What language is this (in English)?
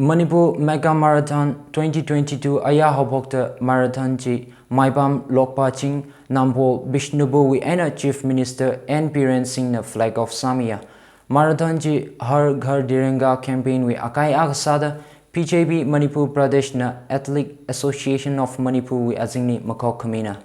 Tangkhul Naga (India)